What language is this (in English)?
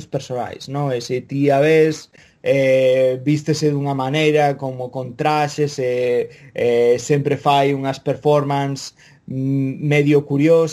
Galician